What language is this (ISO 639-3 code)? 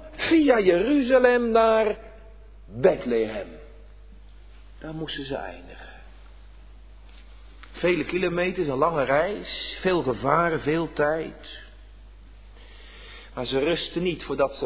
nld